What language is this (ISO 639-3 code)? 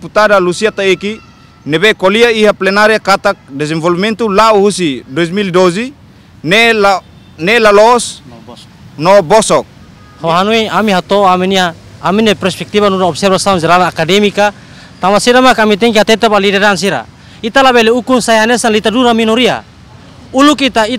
tet